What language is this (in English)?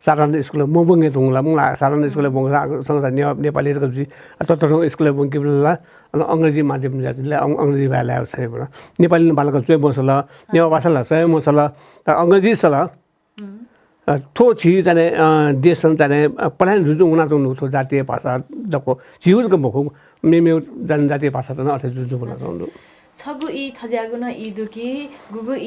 Newari